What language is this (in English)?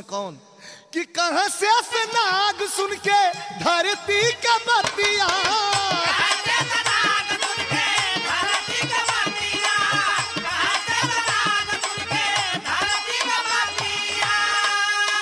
Bhojpuri